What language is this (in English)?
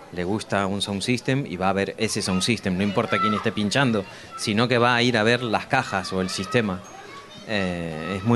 Spanish